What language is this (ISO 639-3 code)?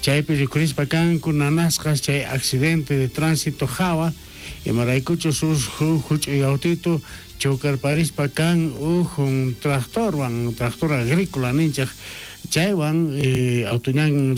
quh